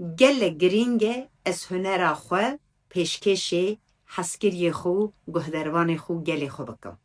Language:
Kurdish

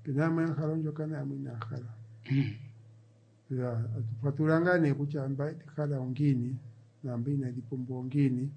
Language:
Kuanyama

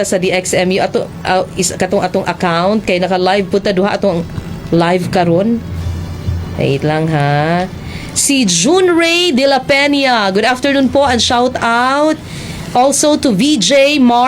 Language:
Cebuano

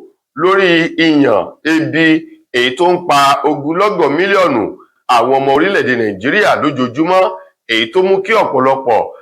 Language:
Yoruba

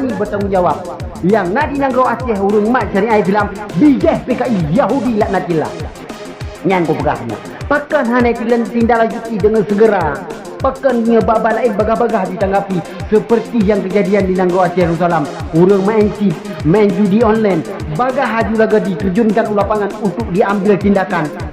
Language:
Achinese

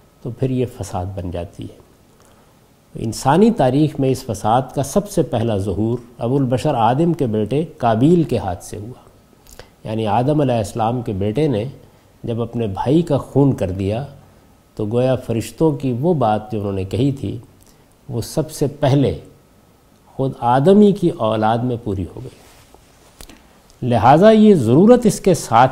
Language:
Urdu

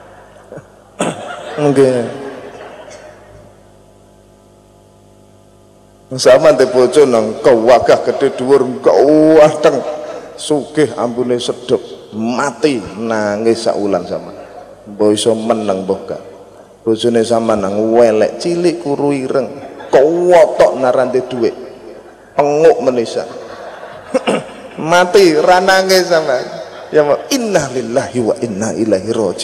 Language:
Javanese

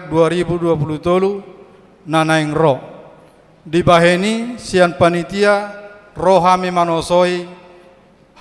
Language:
Batak Toba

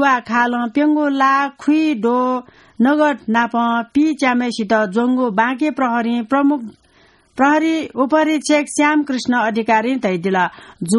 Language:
Newari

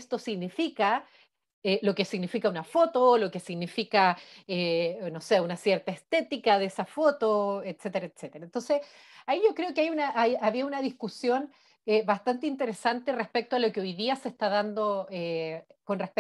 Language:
Spanish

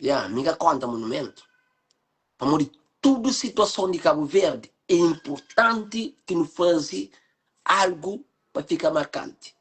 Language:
Kabuverdianu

